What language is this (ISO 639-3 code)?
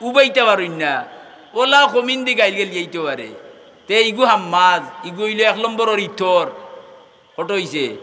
syl